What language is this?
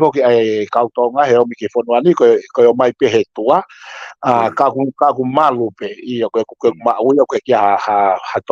Tongan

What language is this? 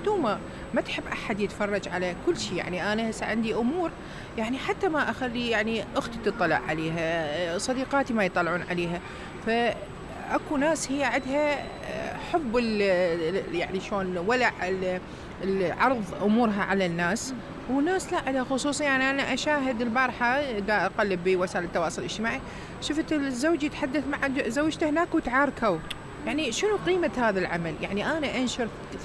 Mesopotamian Arabic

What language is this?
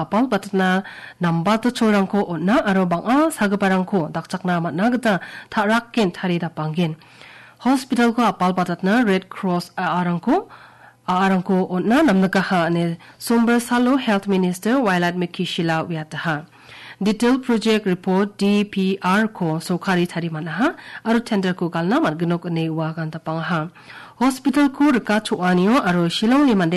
Garo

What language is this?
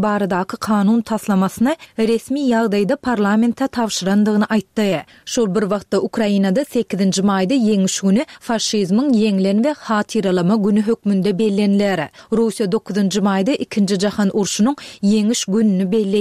Turkmen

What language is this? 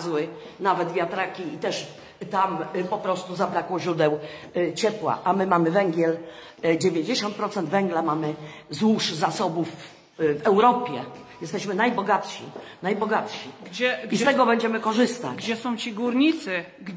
Polish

